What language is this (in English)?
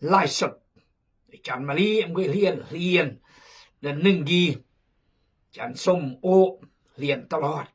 Khmu